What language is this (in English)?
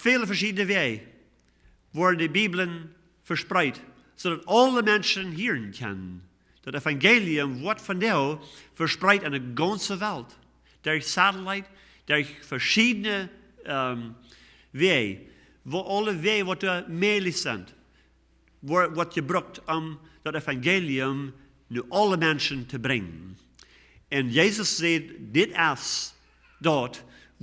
Plautdietsch